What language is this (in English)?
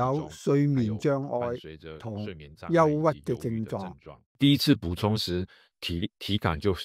Cantonese